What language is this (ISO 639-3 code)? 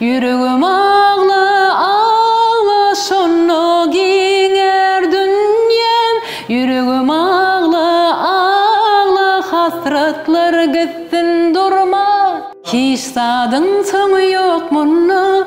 tuk